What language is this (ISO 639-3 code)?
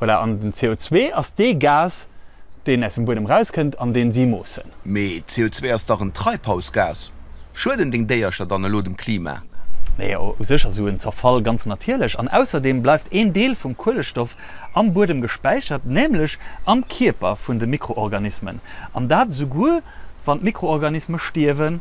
ltz